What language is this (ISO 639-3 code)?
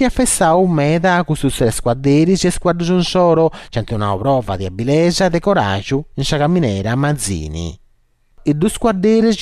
srd